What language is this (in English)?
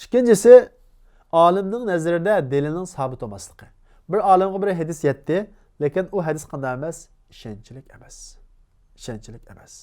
Uyghur